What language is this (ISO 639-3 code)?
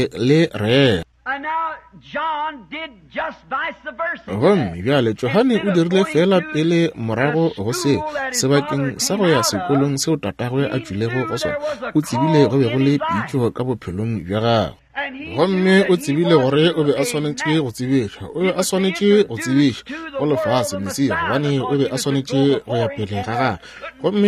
nso